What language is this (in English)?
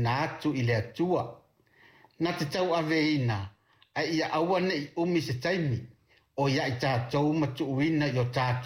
Samoan